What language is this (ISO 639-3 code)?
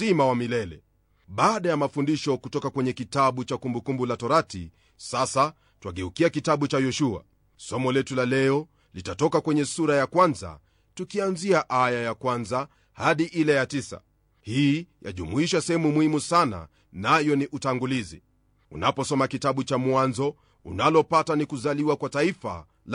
swa